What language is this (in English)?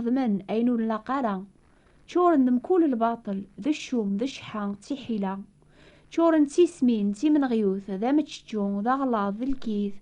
Kabyle